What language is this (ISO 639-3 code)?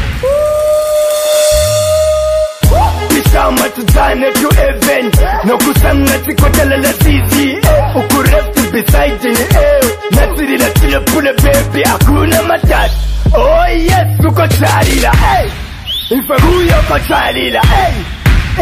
swa